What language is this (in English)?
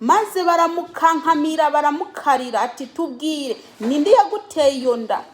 Rundi